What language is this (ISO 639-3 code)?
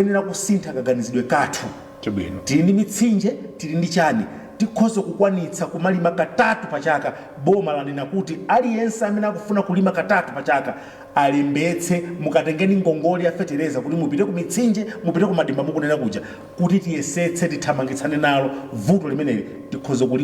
nya